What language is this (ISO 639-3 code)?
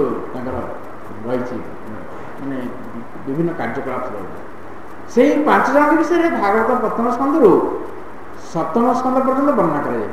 ori